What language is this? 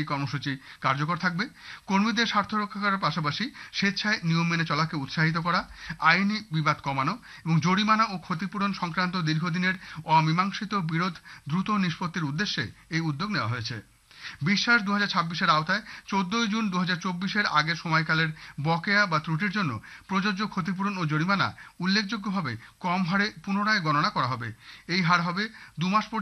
Bangla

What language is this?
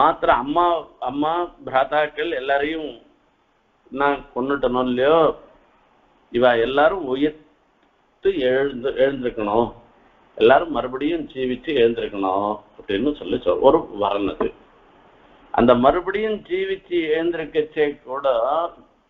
Tamil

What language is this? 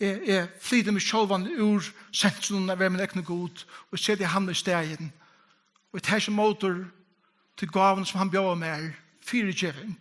Faroese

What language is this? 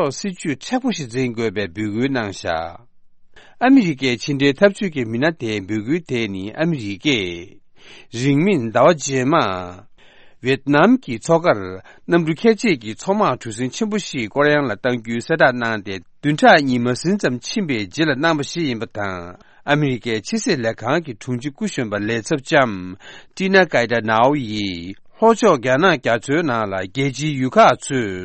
Tibetan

